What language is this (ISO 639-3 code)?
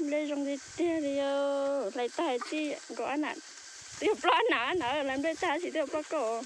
hmn